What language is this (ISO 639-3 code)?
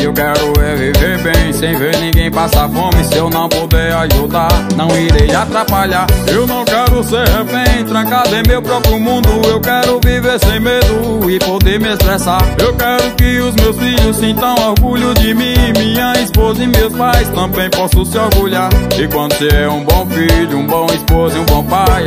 por